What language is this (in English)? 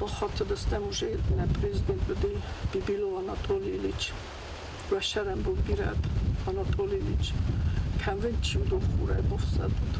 Ossetic